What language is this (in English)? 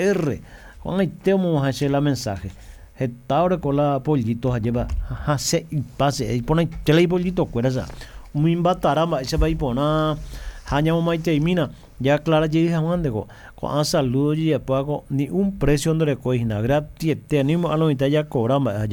Guarani